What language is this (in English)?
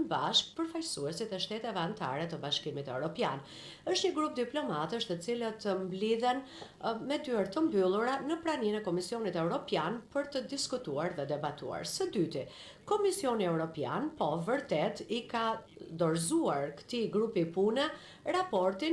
Albanian